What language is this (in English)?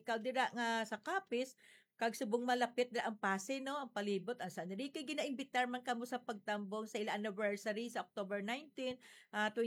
Hiligaynon